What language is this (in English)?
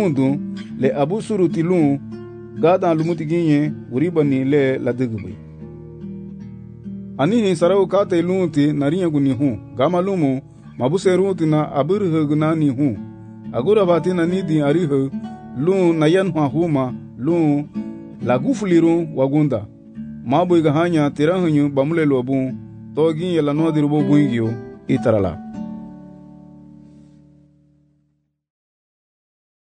Garifuna